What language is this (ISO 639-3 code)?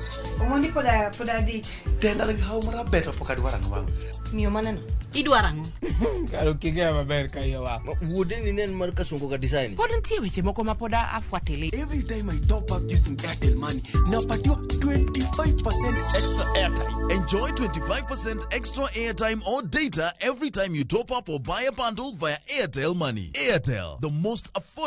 luo